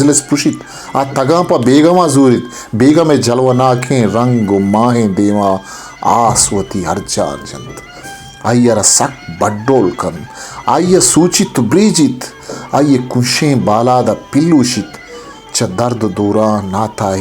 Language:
Baluchi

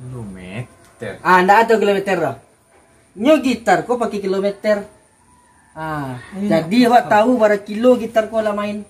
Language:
Minangkabau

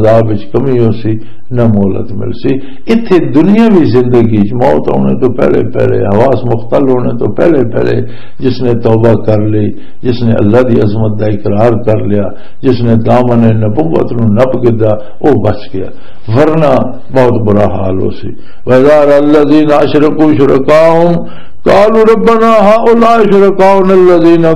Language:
Western Panjabi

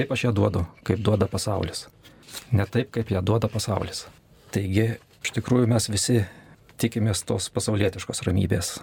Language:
Lithuanian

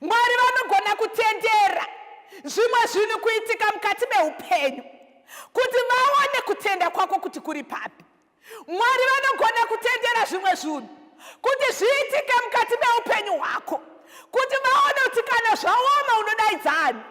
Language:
Shona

